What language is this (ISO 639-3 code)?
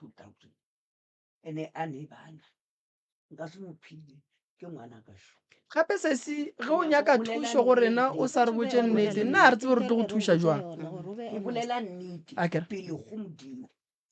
nso